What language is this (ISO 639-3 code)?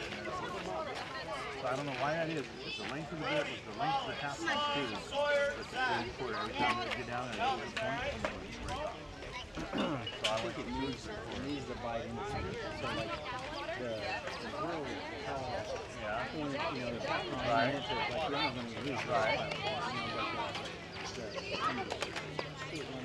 eng